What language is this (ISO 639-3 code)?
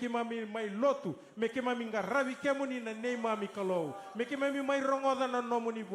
fij